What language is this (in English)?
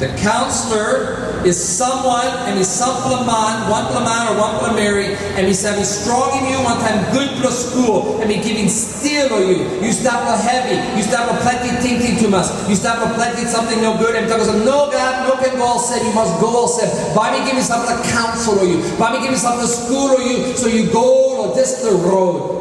Tok Pisin